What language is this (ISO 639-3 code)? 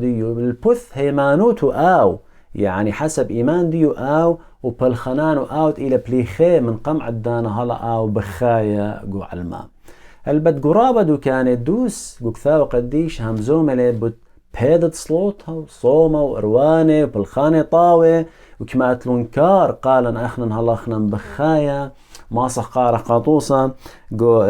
aii